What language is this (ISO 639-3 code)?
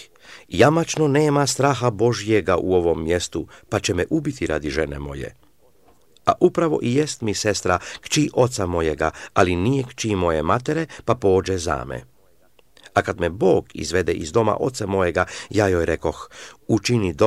srp